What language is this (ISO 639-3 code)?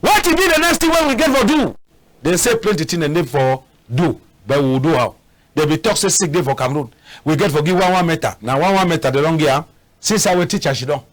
wes